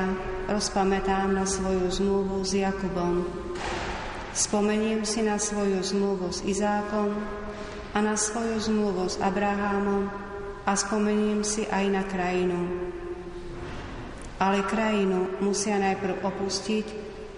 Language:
Slovak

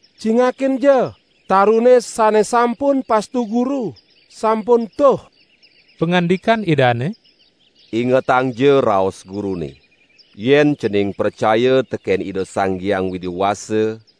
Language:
Balinese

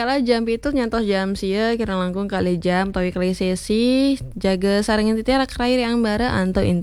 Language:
Balinese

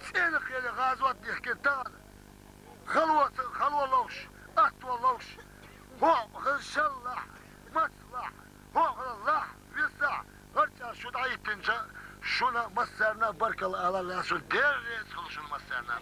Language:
Chechen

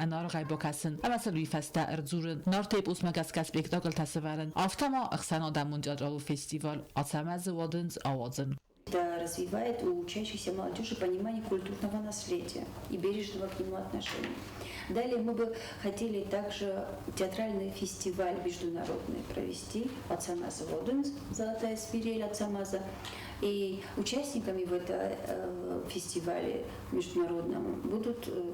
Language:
Ossetic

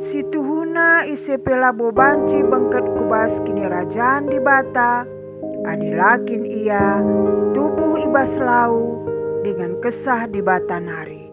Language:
Batak Karo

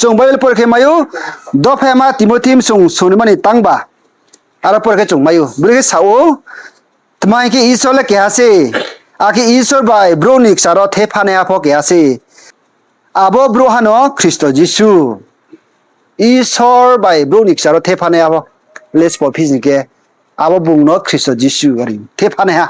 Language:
Riang (India)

